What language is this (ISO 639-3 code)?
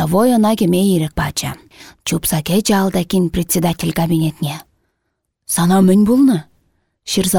chv